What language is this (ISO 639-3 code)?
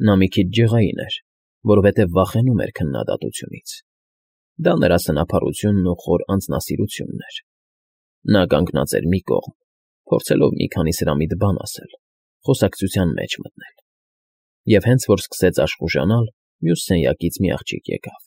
hye